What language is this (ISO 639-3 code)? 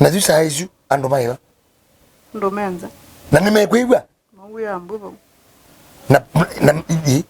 kam